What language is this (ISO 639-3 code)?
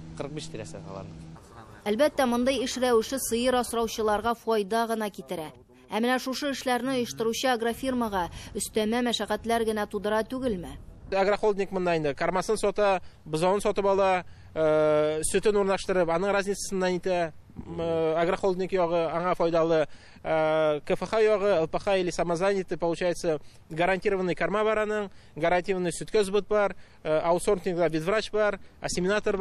tat